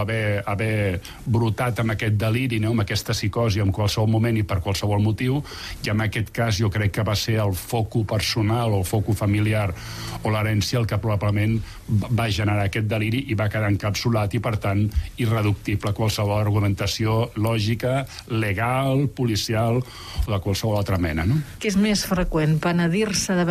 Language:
Catalan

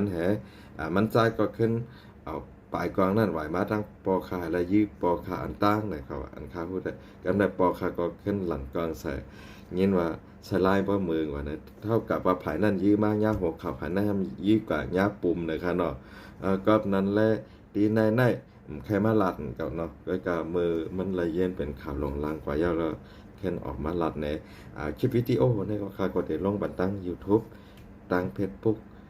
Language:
Shan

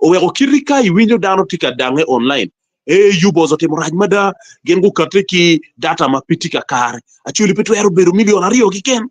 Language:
Acoli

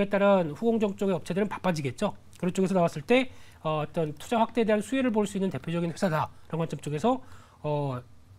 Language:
Korean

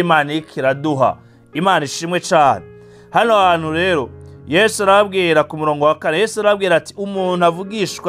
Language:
Rundi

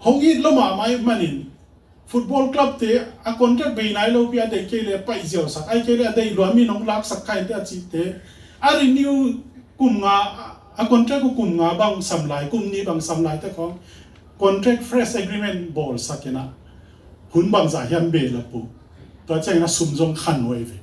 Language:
Tedim Chin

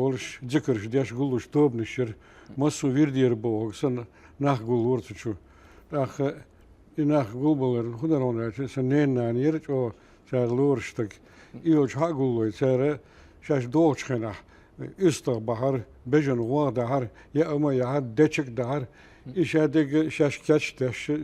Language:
Chechen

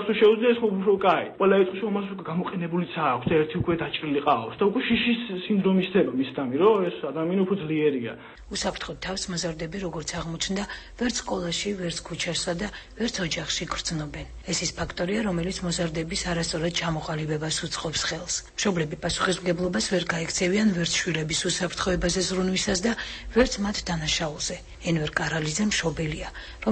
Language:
Georgian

